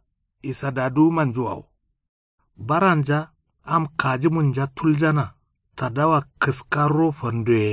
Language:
Kanuri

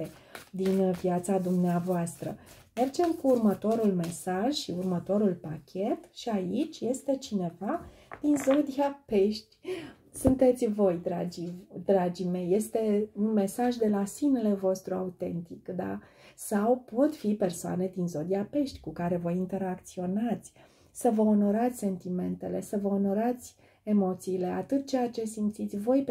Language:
Romanian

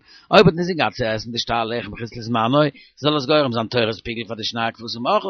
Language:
Yiddish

